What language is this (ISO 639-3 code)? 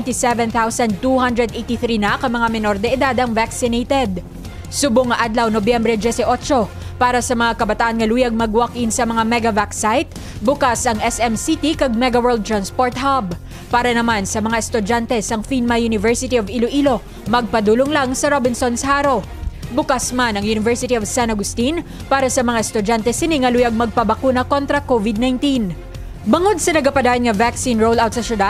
hil